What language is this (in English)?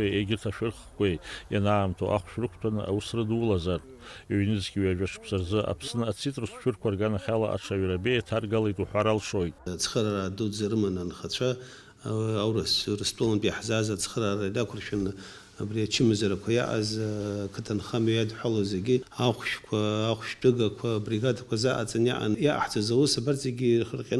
Abkhazian